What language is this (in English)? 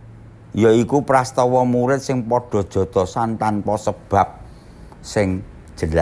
Javanese